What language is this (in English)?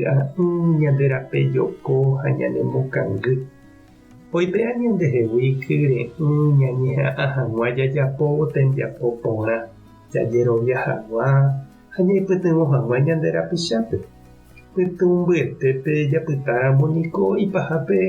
Guarani